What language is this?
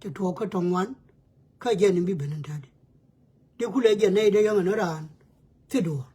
Nuer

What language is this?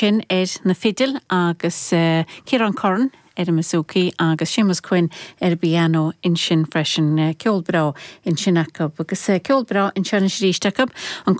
Irish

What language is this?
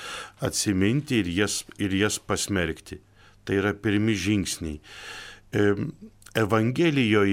Lithuanian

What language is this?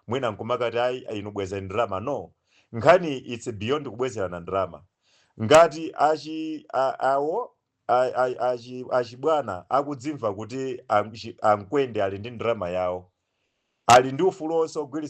Nyanja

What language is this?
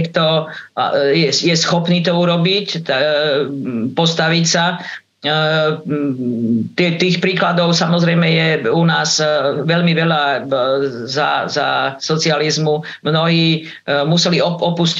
Slovak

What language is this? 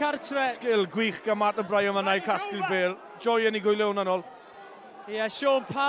Welsh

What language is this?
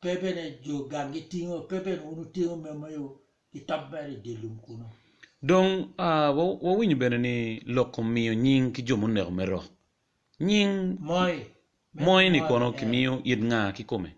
Acoli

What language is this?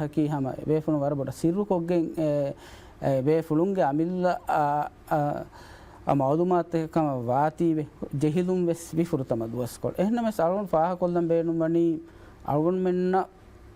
Divehi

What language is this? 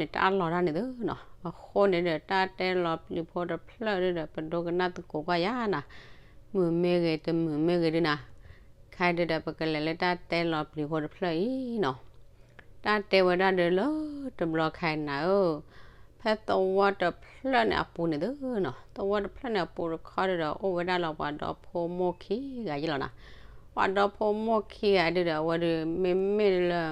S'gaw Karen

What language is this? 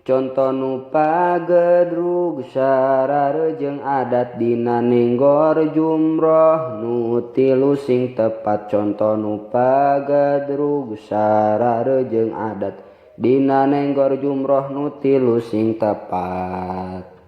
Sundanese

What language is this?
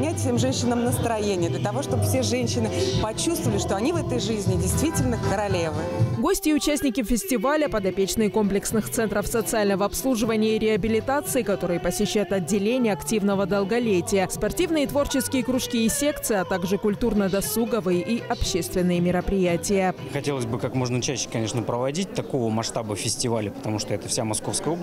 Russian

